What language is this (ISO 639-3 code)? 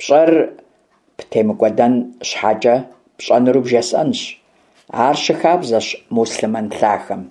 kbd